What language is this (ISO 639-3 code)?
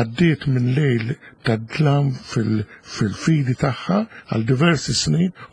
mlt